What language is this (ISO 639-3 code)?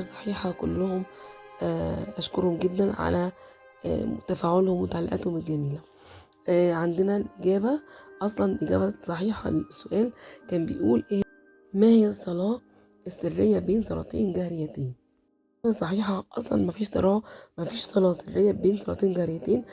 arz